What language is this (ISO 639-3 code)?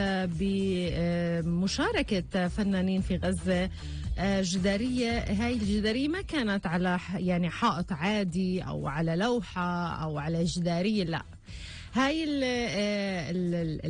apc